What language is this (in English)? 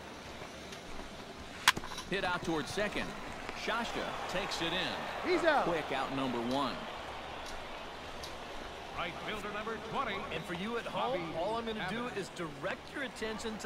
English